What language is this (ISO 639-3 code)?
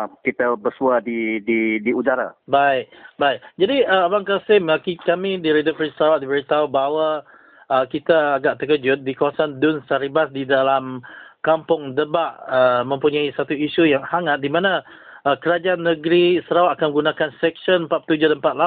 msa